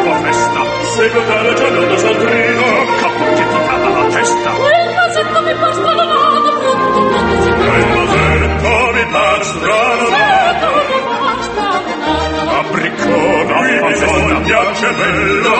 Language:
Georgian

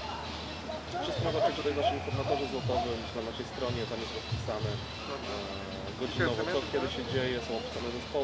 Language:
Polish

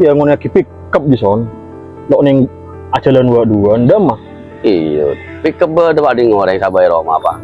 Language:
Madurese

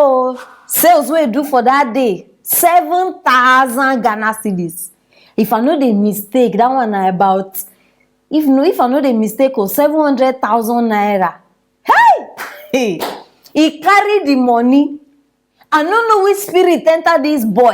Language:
Nigerian Pidgin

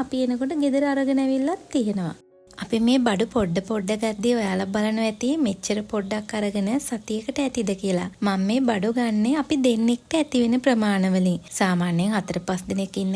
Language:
Sinhala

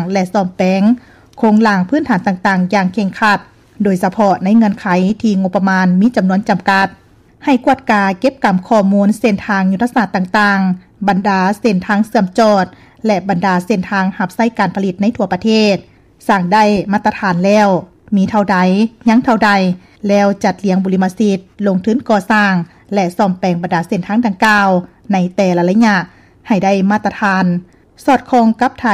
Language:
Lao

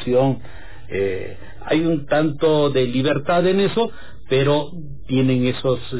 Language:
Spanish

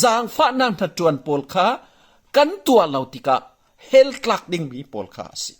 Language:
Falam Chin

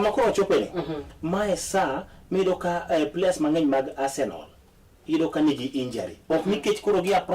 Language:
Luo (Kenya and Tanzania)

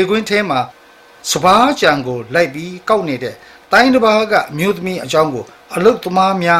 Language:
Burmese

